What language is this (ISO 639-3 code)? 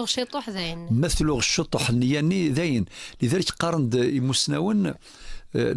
kab